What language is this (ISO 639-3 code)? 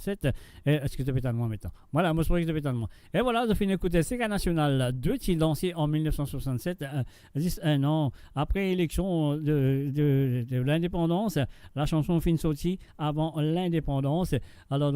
mfe